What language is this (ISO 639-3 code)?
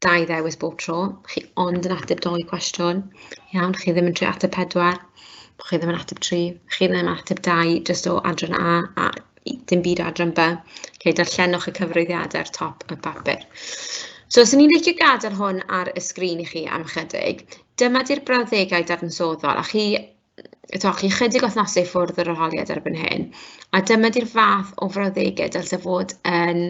cym